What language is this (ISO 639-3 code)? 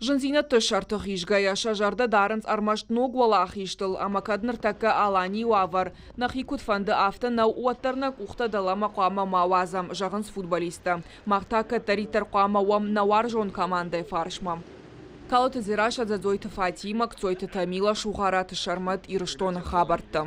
oss